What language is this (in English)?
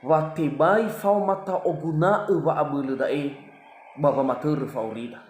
Nias